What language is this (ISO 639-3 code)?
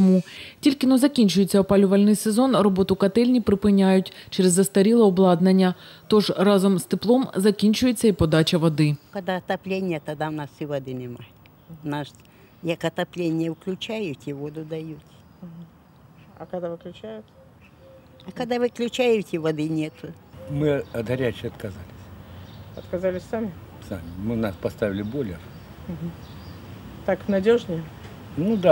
ukr